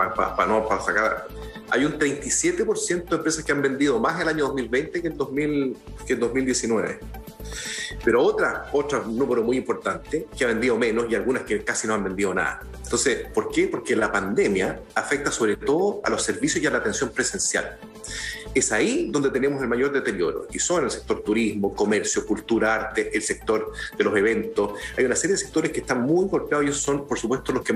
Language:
Spanish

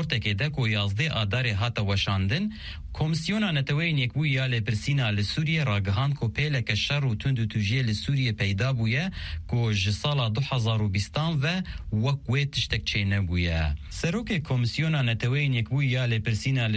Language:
Kurdish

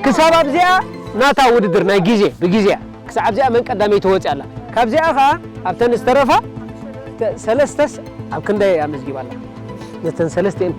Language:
Tigrinya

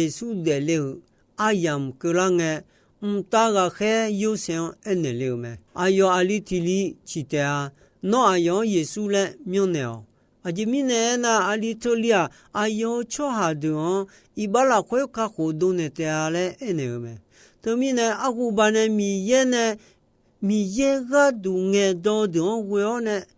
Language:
Akha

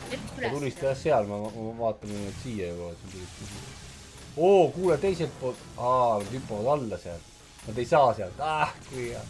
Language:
Estonian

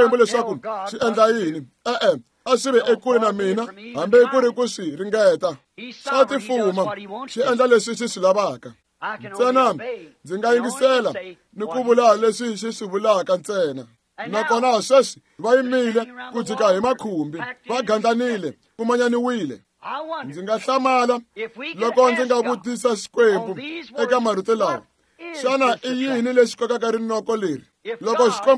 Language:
Tsonga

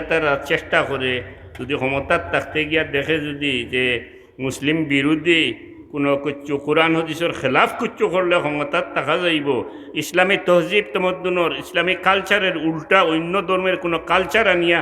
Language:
Sylheti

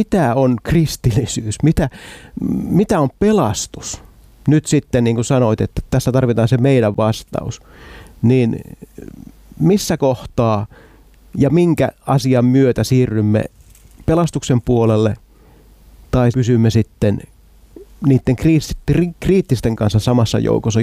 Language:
Finnish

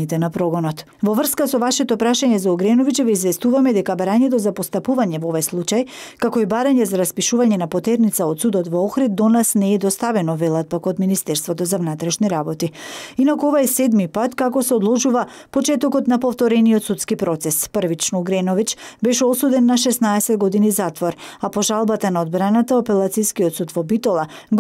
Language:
Macedonian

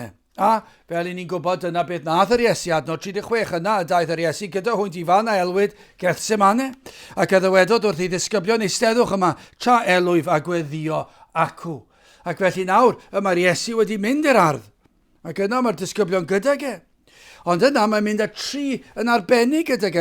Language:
Welsh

